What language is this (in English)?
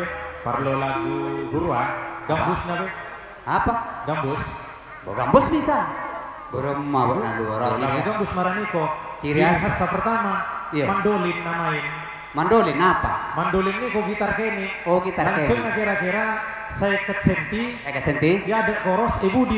Madurese